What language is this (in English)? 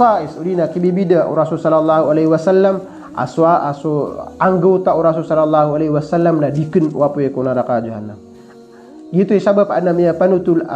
Maranao